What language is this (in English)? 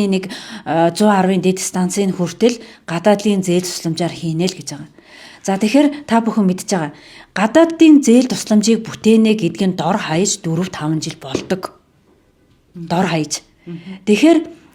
Mongolian